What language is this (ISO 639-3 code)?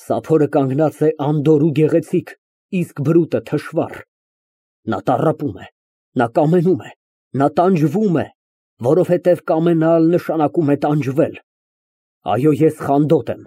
hye